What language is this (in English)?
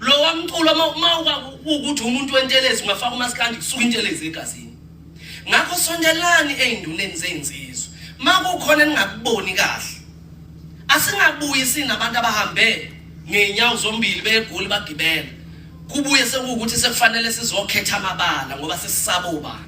Zulu